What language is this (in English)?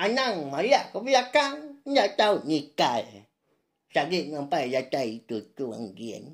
Iban